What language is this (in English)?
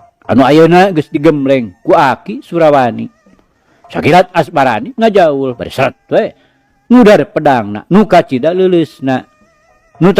Sundanese